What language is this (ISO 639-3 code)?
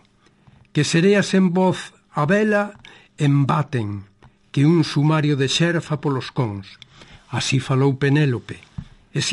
glg